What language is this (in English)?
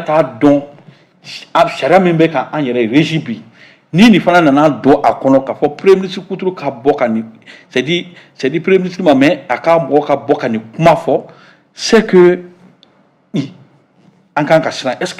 Bambara